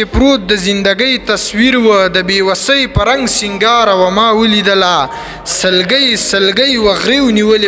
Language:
Pashto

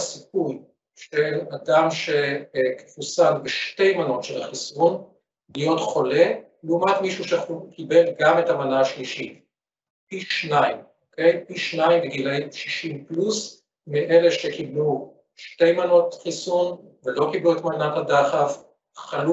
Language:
Hebrew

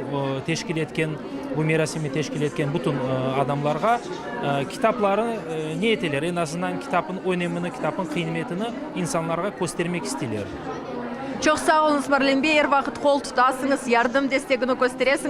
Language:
Crimean Tatar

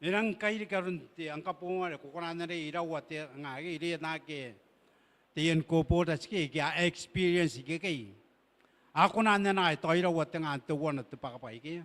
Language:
Gilbertese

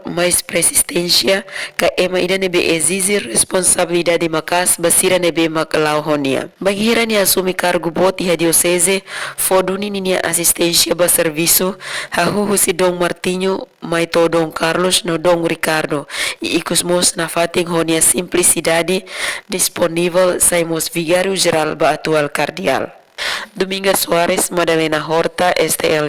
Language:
Tetum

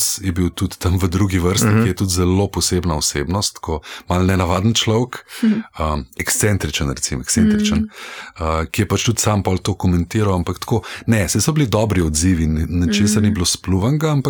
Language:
Slovenian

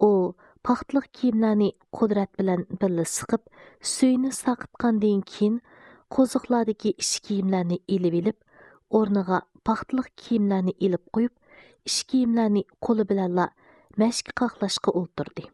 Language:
Uyghur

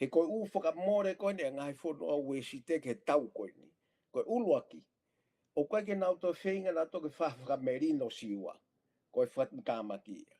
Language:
Tongan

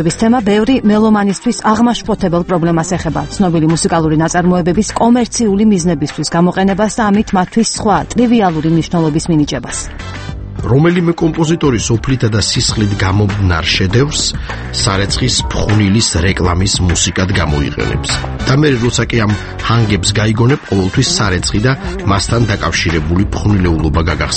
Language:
Georgian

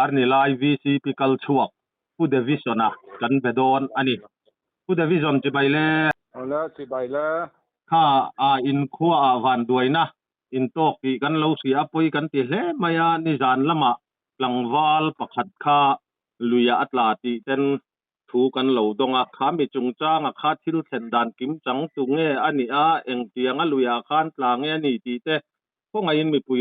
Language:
Mizo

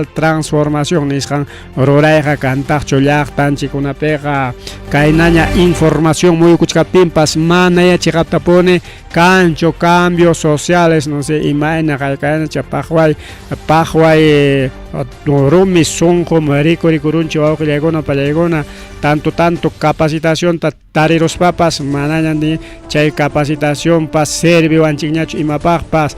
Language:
Ayacucho Quechua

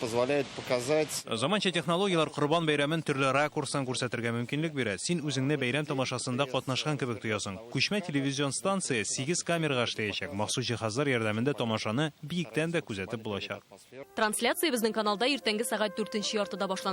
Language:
Tatar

